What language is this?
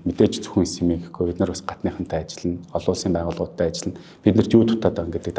Mongolian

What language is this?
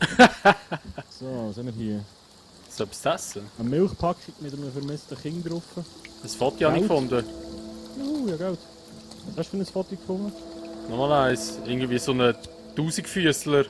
Swiss German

